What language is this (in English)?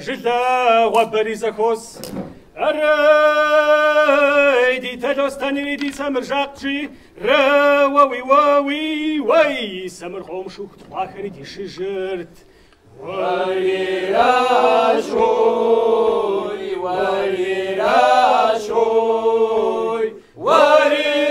Kabardian